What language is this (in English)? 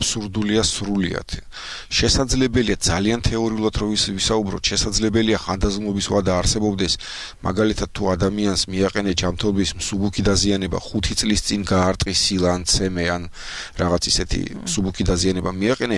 Georgian